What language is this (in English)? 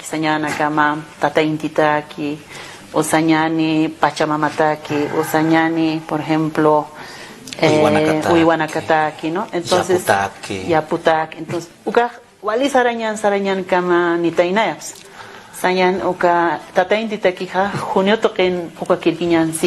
Aymara